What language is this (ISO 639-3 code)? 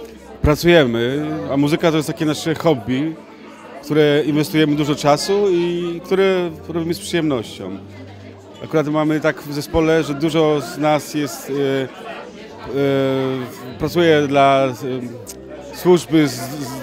pol